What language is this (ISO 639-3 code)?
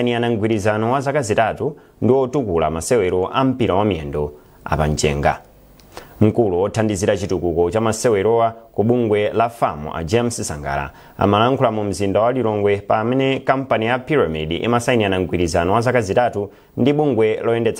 nya